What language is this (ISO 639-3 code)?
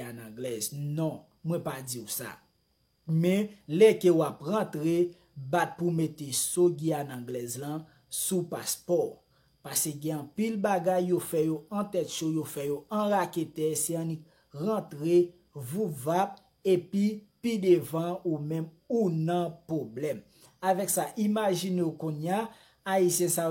hat